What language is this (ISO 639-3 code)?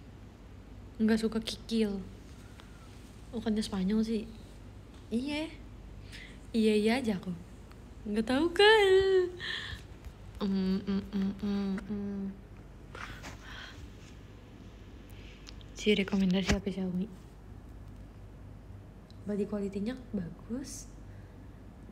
ind